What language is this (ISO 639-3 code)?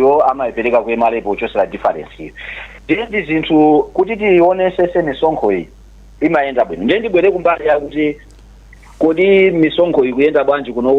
nya